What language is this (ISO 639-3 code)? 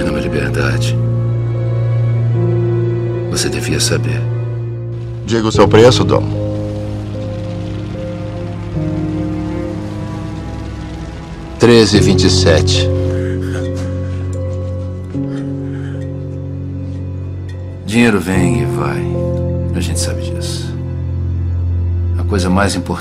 por